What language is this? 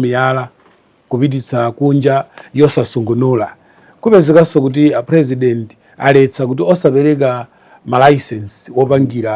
Nyanja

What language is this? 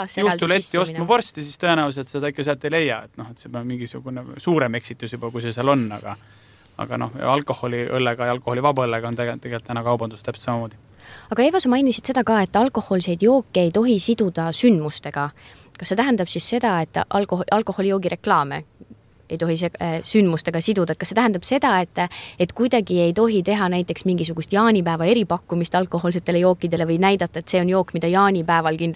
Estonian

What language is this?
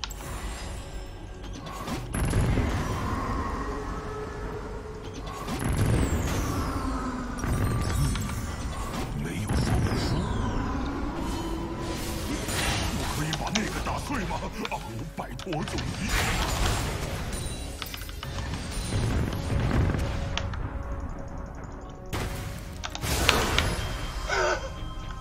Chinese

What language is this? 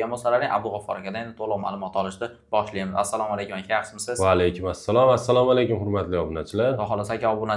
Uzbek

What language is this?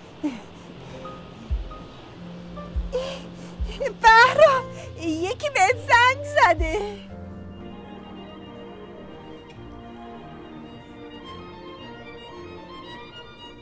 Persian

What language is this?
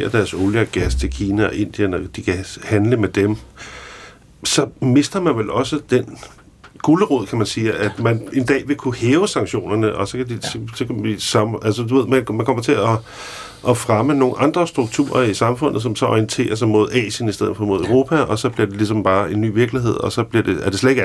Danish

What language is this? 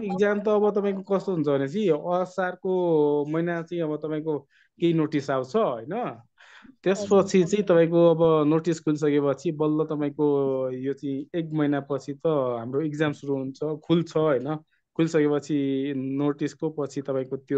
Nepali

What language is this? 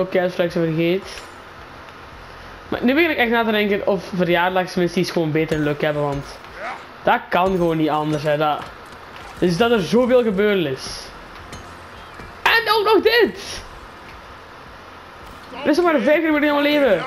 Dutch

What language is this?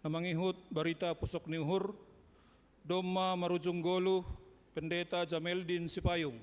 Batak Simalungun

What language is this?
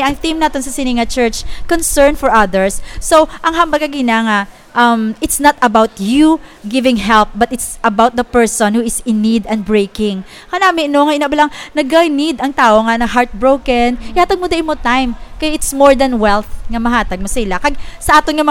Hiligaynon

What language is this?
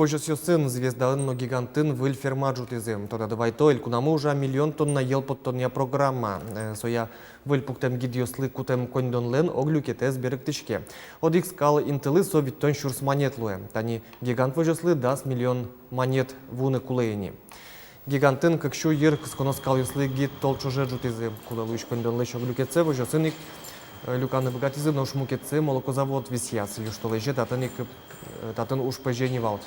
Udmurt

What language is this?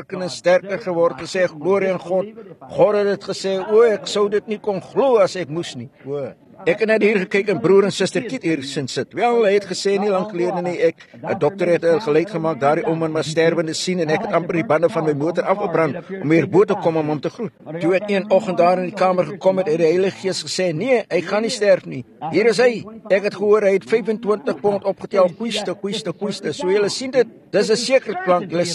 Afrikaans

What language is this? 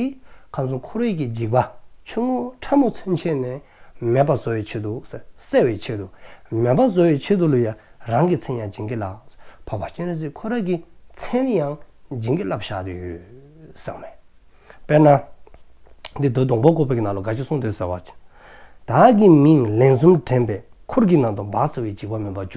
Dzongkha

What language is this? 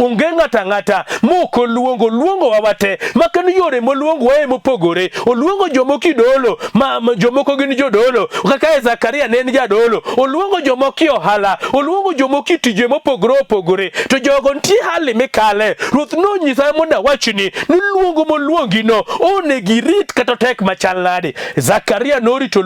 Luo (Kenya and Tanzania)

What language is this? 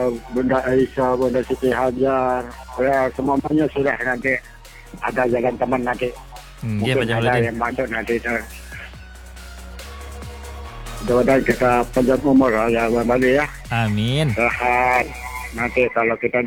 Indonesian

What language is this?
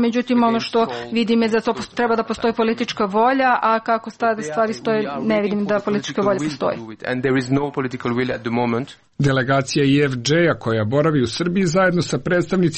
Serbian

